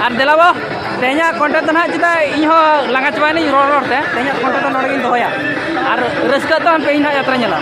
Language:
Santali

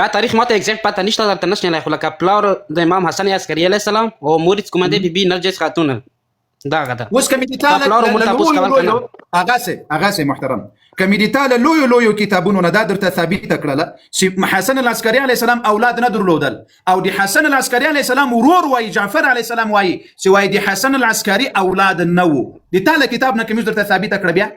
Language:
Pashto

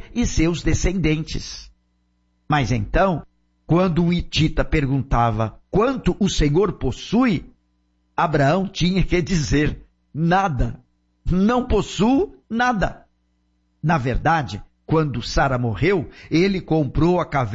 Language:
Portuguese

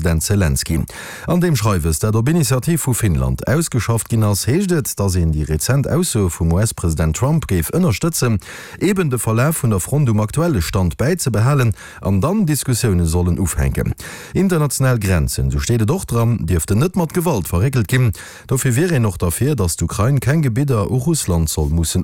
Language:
Luxembourgish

